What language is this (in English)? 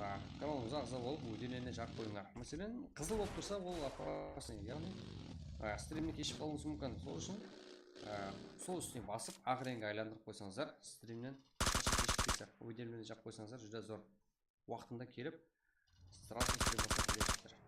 Kara-Kalpak